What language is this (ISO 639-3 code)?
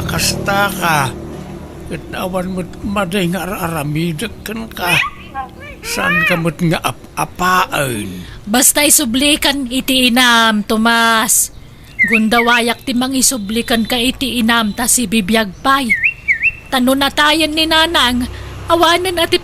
ilo